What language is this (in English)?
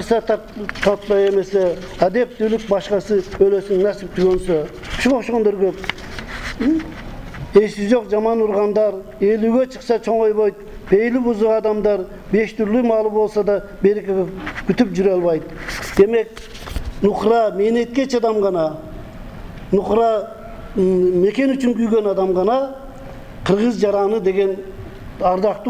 Kyrgyz